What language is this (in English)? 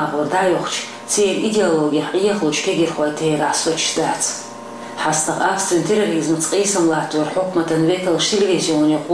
Chechen